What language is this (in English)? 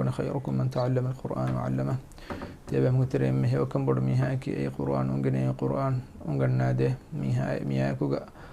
Divehi